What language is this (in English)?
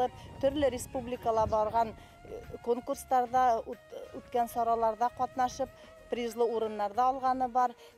Bashkir